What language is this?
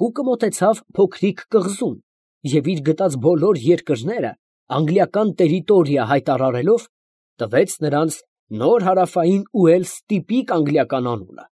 Armenian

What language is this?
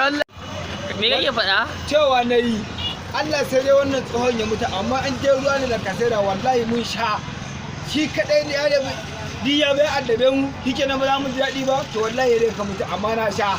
Hausa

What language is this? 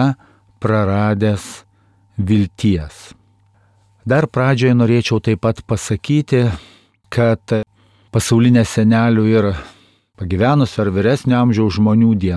Lithuanian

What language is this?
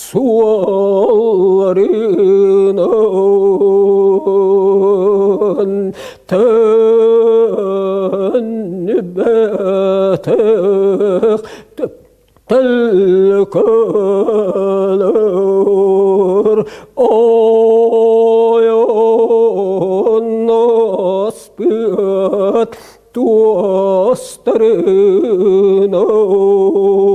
Yakut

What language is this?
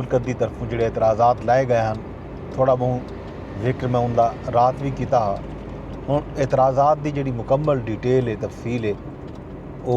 Saraiki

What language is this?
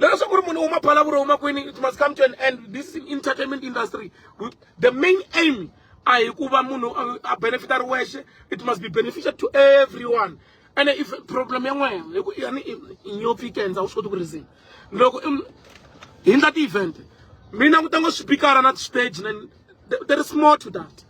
Tsonga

